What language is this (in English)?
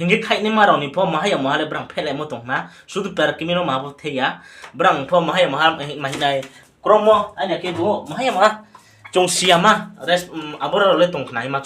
Riang (India)